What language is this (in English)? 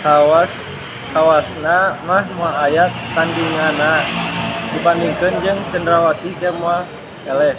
Sundanese